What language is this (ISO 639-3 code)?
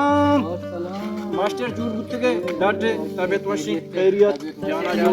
bal